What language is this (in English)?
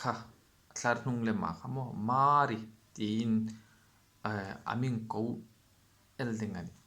Hmar